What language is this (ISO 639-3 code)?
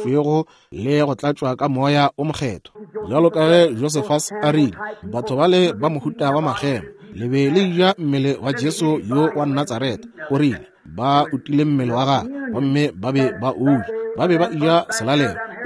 nso